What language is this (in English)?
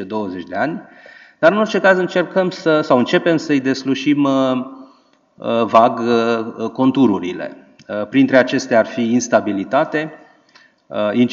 Romanian